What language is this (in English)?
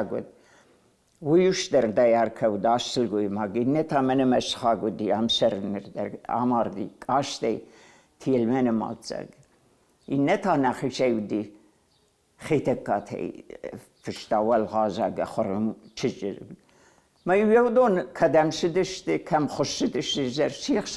Ossetic